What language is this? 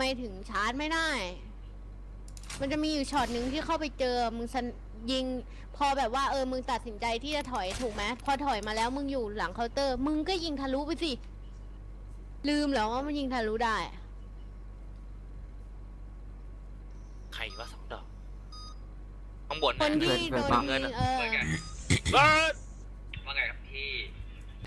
Thai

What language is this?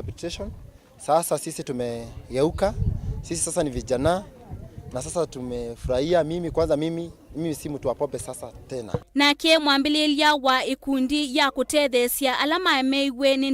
Kamba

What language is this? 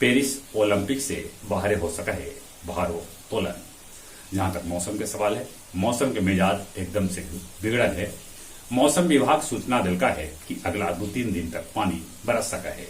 Magahi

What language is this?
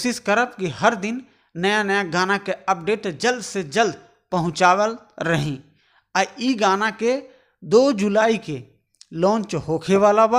Bhojpuri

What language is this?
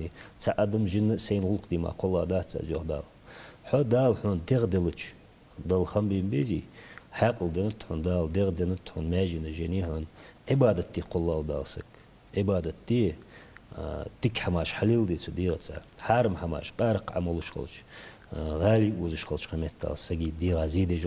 Ingush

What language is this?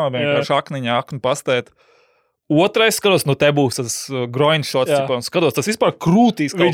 Latvian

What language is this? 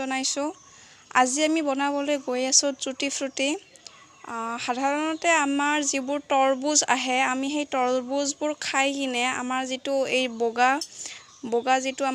Assamese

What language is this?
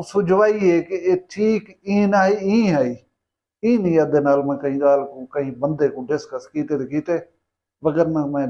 Saraiki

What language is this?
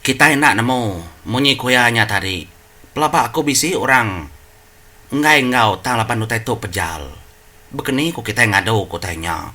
Iban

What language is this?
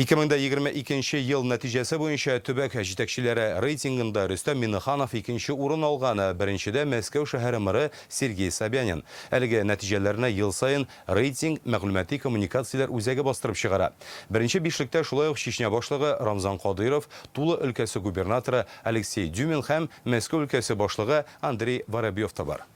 Tatar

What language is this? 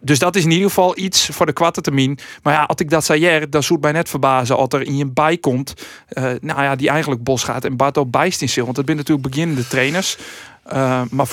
Western Frisian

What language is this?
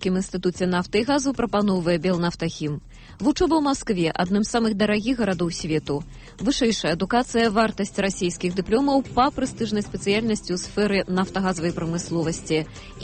Belarusian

